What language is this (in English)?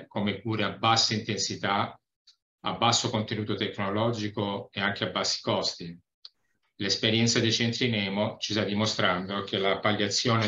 Italian